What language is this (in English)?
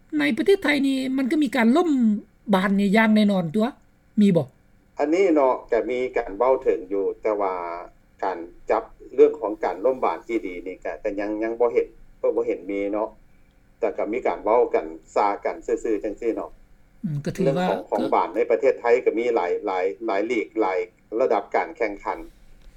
Lao